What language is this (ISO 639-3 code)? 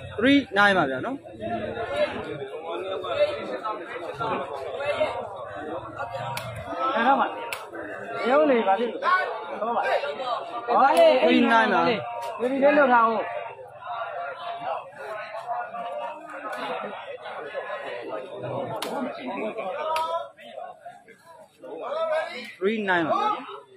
mya